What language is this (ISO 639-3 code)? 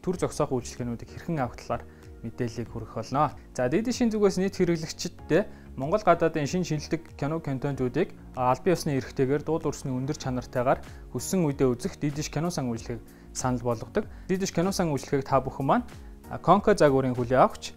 mon